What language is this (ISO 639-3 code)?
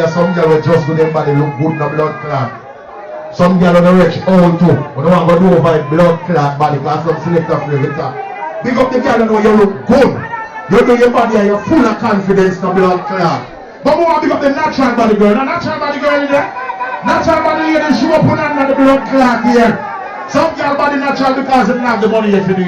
jam